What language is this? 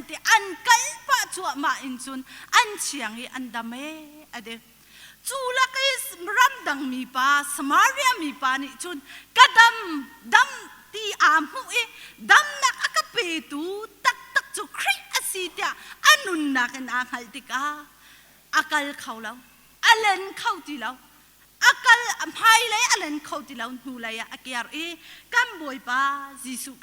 Hakha Chin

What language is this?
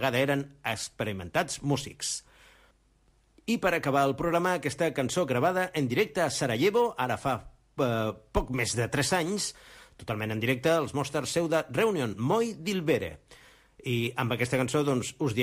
Catalan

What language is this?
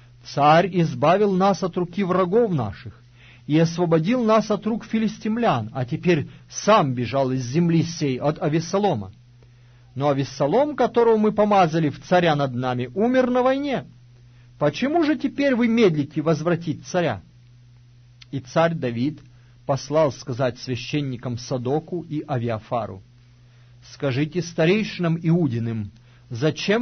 Russian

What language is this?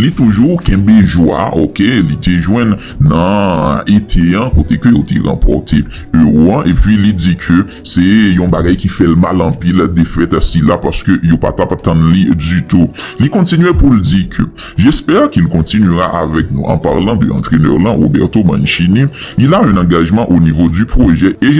Haitian Creole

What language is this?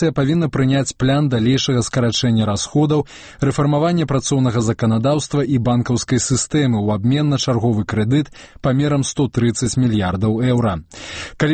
Belarusian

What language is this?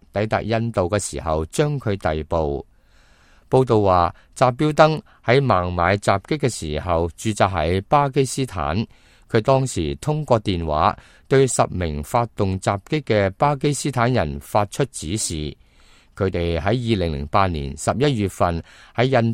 Cantonese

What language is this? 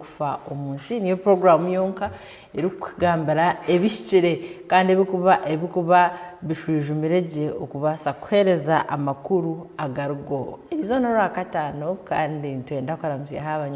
Nyankole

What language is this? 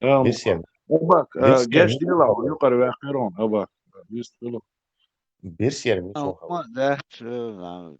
Chechen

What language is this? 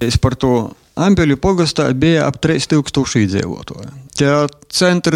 Latvian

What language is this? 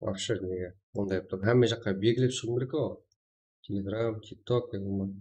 Kara-Kalpak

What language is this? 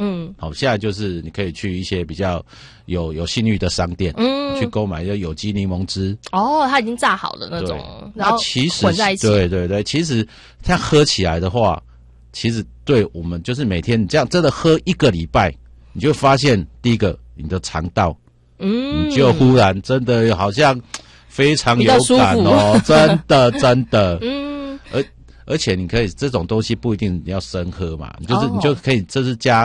Chinese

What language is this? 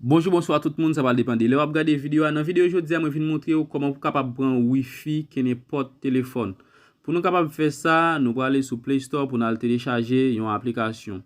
Haitian Creole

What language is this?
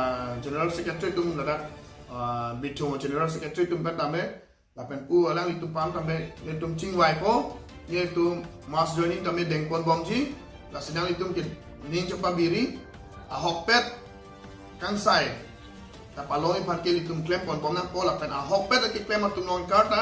Karbi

